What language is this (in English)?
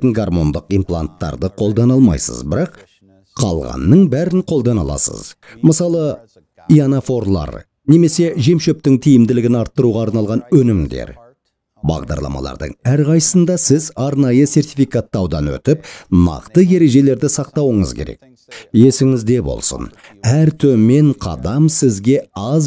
Kazakh